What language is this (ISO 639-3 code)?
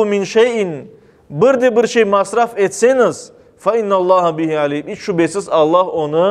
crh